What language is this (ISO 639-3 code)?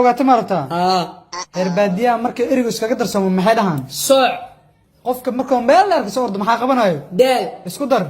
som